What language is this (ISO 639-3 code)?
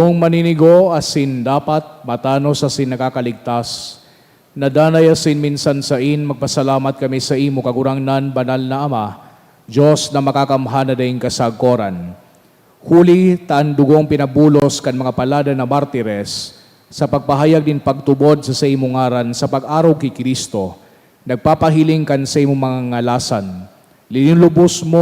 bik